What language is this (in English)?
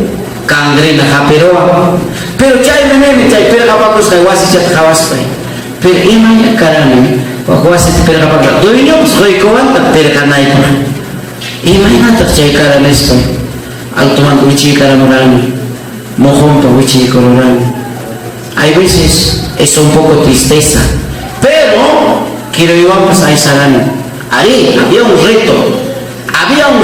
Ayacucho Quechua